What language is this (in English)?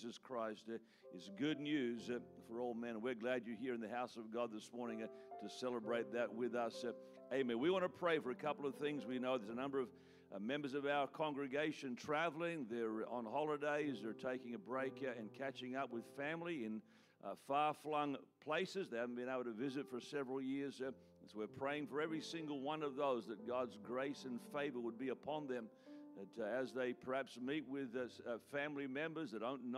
English